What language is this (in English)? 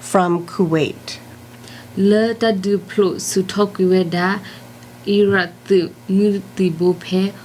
S'gaw Karen